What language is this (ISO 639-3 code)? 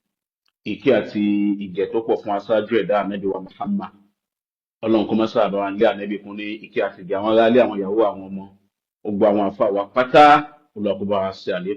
yor